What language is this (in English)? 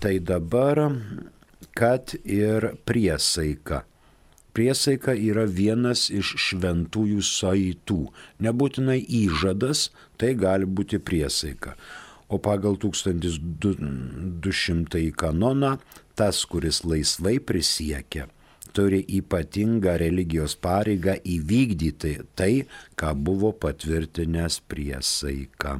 Lithuanian